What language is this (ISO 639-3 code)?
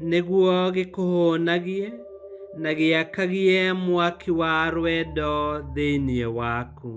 kik